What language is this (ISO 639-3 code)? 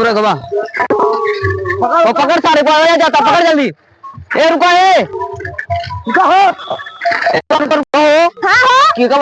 awa